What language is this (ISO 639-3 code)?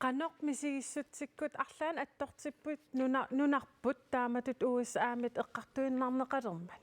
kal